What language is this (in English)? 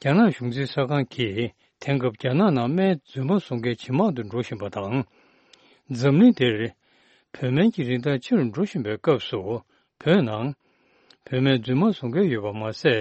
Tibetan